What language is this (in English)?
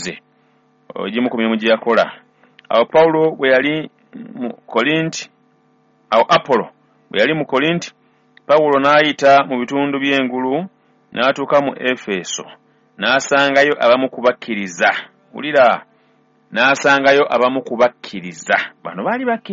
Ganda